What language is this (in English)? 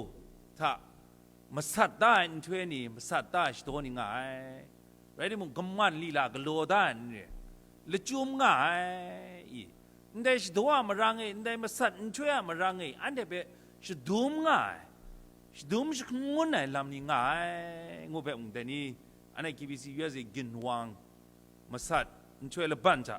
Kachin